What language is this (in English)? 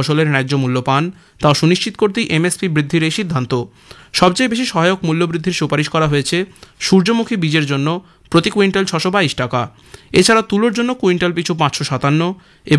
Bangla